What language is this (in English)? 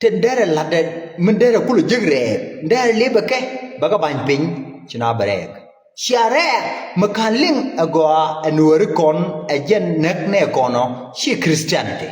Nuer